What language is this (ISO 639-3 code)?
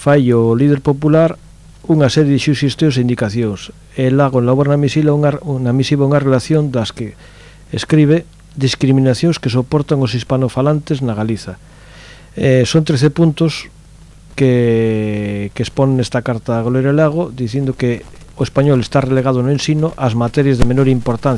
glg